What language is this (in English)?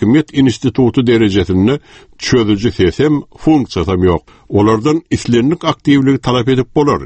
Turkmen